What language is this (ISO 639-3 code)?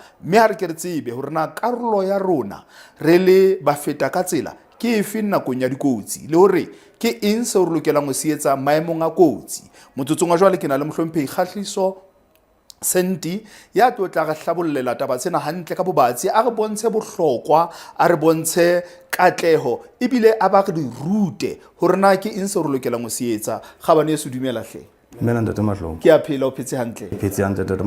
sot